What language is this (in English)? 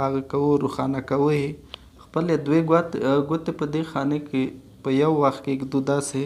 Pashto